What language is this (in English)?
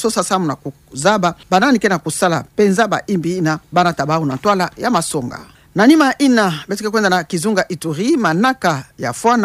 Kituba (Democratic Republic of Congo)